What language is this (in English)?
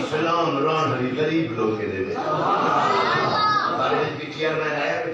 Saraiki